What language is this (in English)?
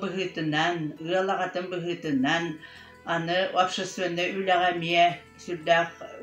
Yakut